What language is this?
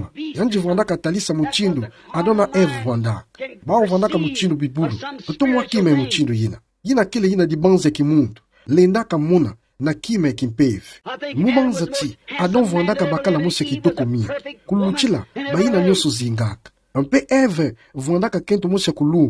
Kituba (Democratic Republic of Congo)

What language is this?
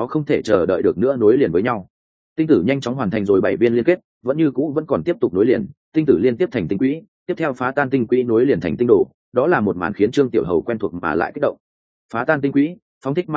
Vietnamese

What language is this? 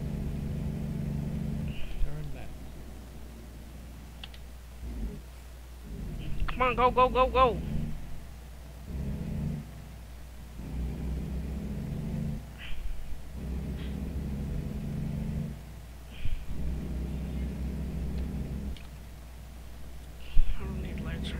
English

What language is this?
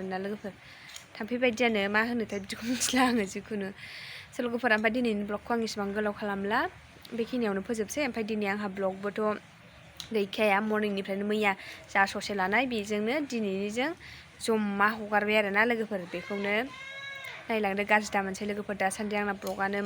Bodo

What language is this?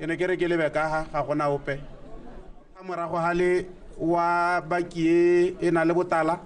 Tswana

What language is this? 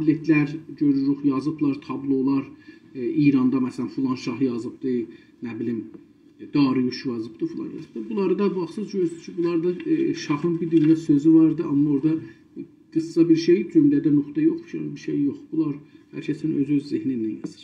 South Azerbaijani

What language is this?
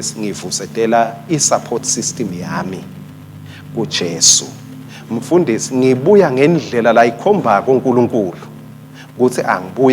Swati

